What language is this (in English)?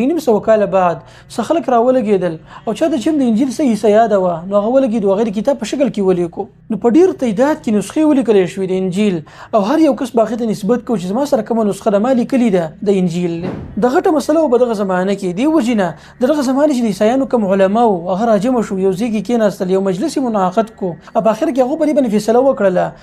Pashto